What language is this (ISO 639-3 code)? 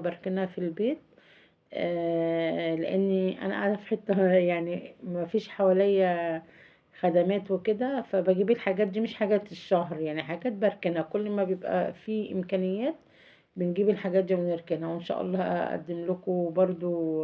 arz